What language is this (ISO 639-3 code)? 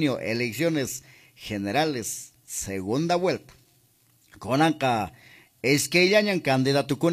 que